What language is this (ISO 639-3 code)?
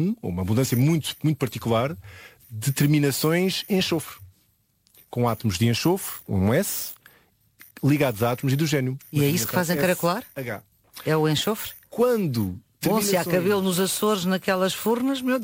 por